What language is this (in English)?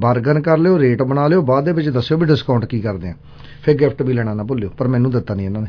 Punjabi